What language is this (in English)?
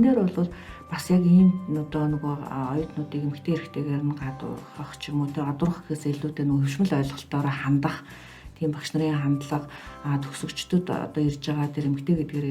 Mongolian